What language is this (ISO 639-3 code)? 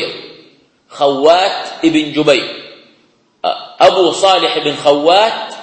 ara